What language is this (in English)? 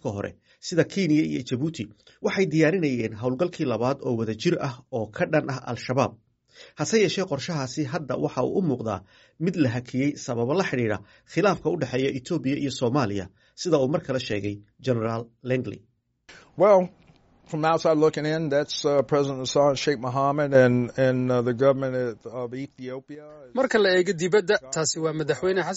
Somali